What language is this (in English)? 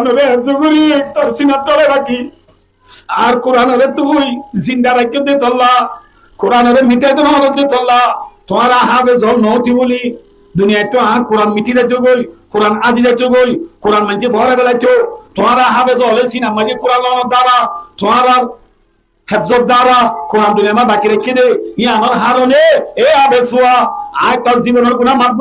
Rohingya